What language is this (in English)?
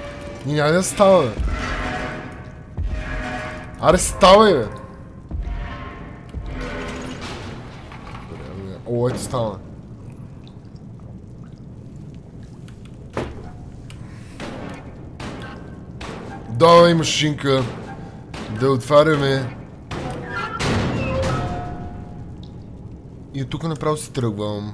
Bulgarian